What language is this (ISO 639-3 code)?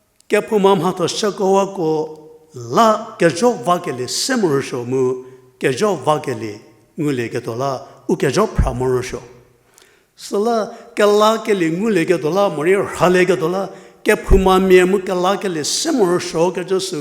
njm